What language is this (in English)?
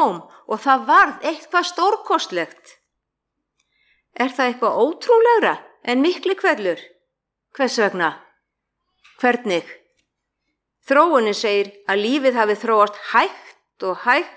Icelandic